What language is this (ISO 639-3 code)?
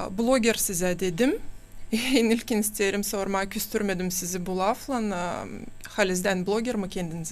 gag